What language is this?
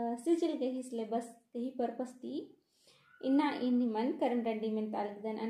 Kurukh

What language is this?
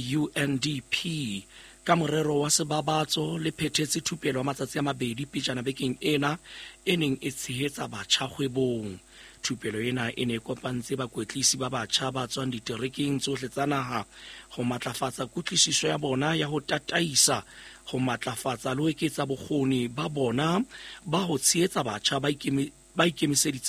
Southern Sotho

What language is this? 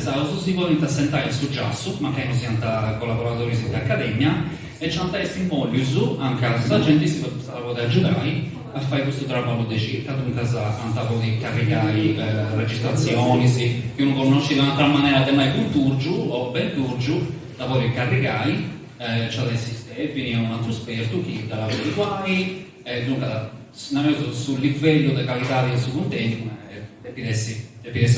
Sardinian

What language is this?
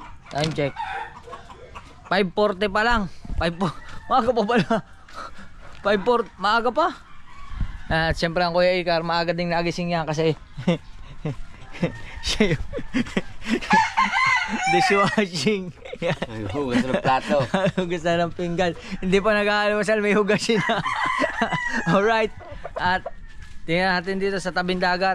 Filipino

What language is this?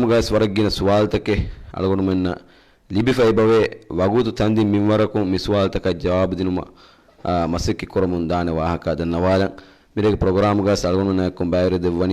Divehi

